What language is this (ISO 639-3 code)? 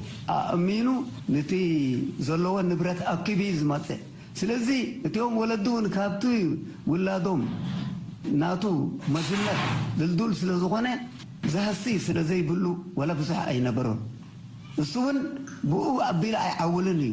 tir